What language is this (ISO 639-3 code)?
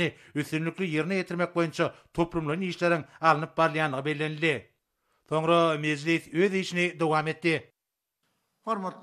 tuk